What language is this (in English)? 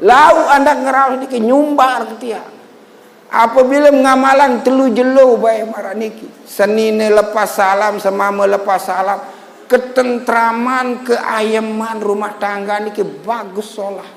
Sasak